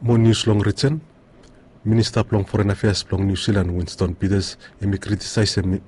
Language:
Bislama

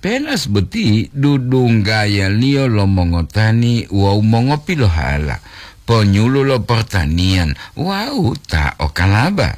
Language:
Gorontalo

